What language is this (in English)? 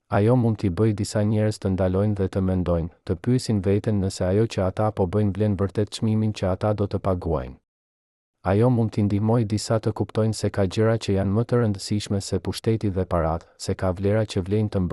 Albanian